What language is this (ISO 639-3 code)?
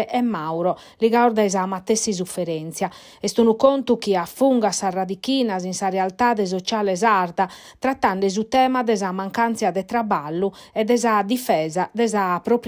srd